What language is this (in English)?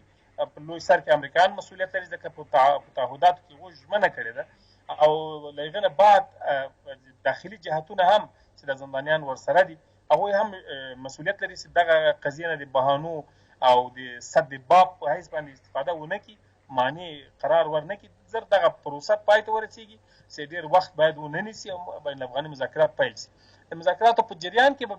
Pashto